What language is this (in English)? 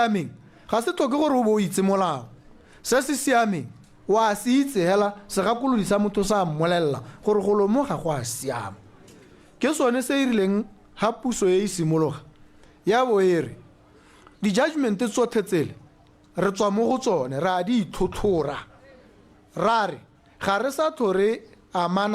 Tswana